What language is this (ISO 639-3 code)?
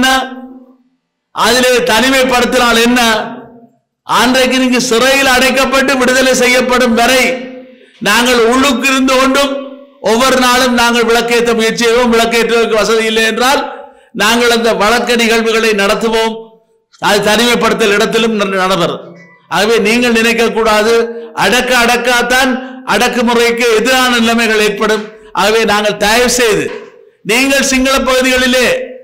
tam